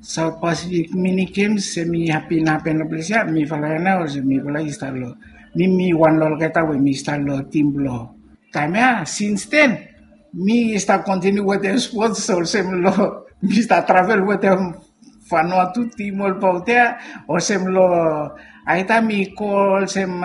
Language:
Bislama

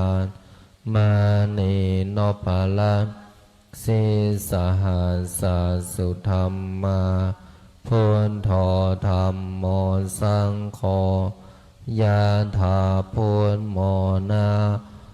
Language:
Pali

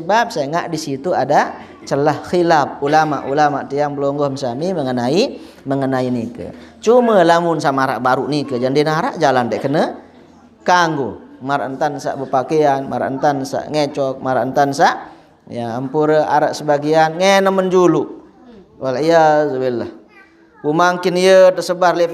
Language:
Sasak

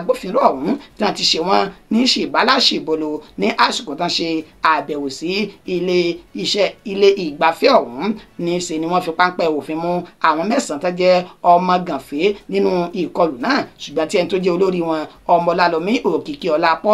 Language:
Yoruba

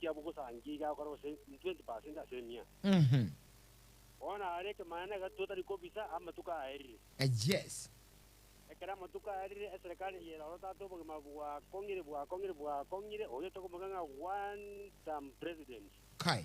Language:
Gusii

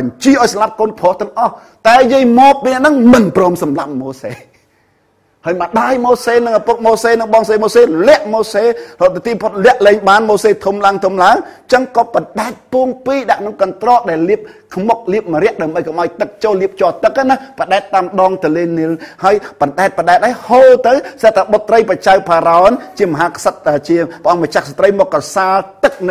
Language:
Khmer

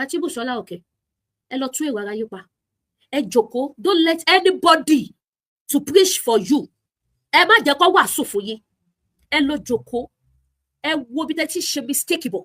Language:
Yoruba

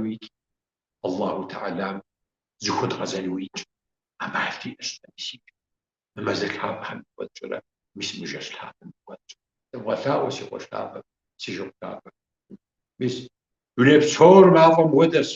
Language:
Kabardian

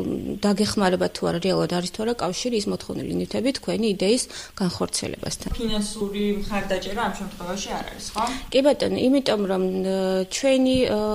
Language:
Georgian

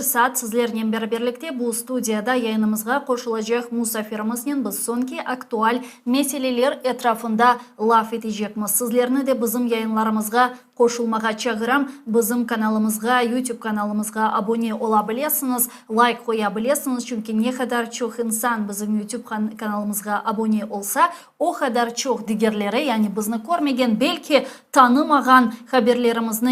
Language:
Crimean Tatar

